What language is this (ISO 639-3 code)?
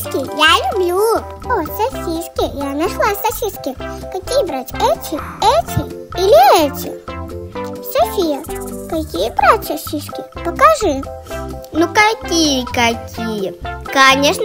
rus